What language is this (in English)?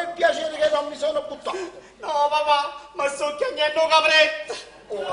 Neapolitan